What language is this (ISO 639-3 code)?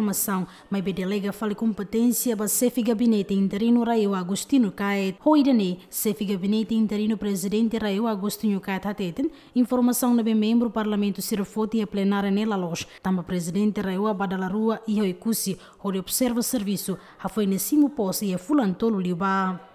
tet